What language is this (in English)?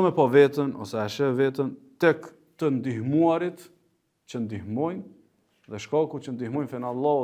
Albanian